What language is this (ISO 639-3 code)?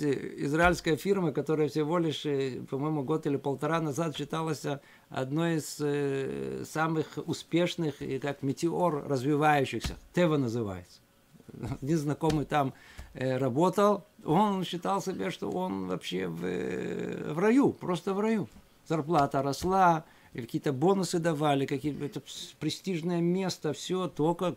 rus